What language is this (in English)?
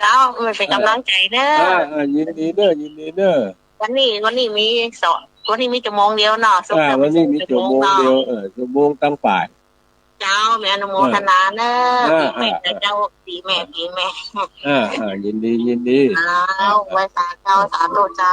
Northern Thai